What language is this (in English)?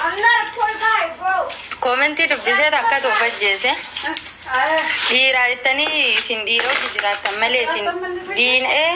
Oromo